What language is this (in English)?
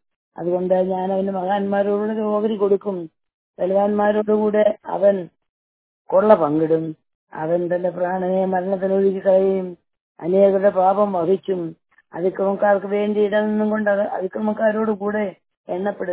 Malayalam